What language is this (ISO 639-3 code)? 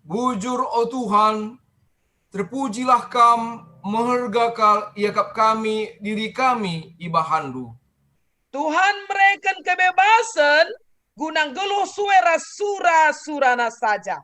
btx